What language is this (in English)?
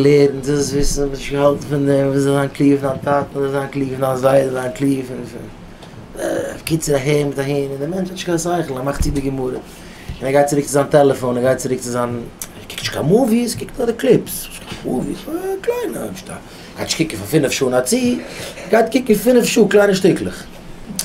Yiddish